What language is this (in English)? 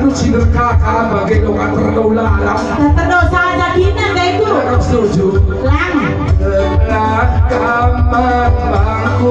Batak Karo